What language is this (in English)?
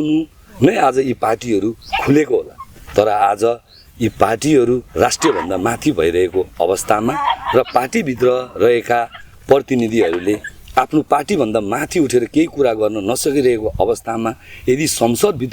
Nepali